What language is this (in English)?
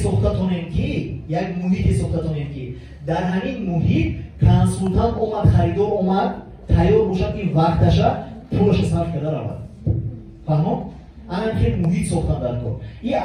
Tajik